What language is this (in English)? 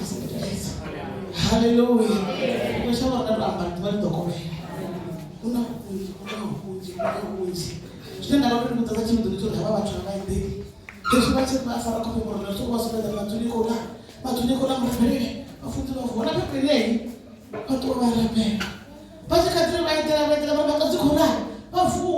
Venda